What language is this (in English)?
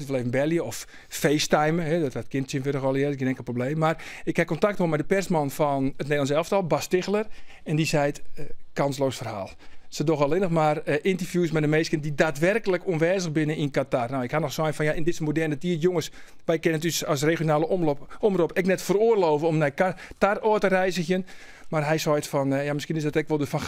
Western Frisian